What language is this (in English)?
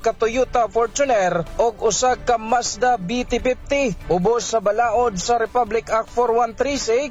Cebuano